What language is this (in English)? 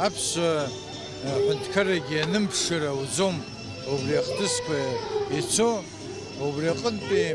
Abkhazian